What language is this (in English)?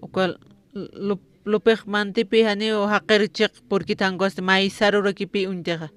Aymara